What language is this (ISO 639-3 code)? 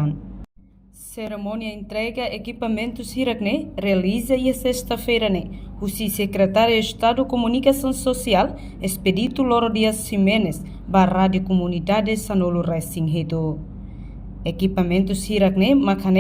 tet